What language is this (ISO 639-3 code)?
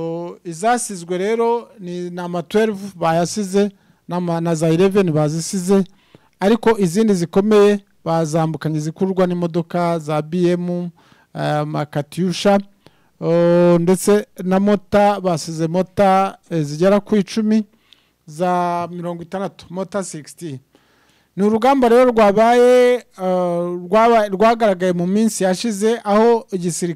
kin